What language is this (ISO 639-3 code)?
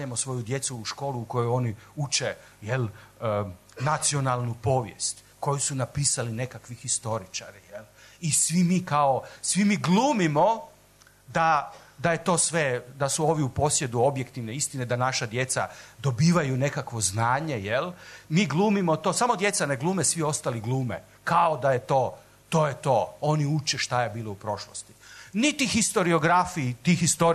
srp